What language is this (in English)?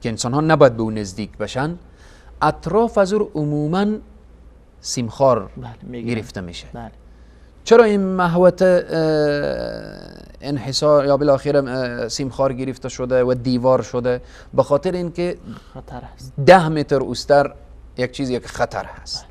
Persian